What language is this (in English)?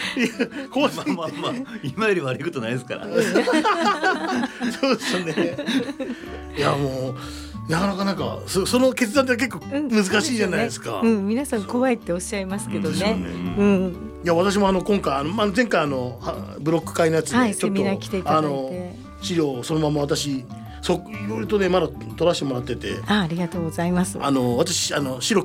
Japanese